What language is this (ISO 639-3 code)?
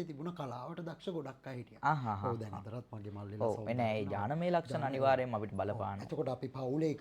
sin